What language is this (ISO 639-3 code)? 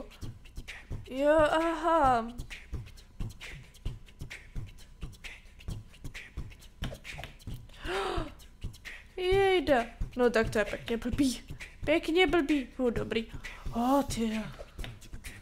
ces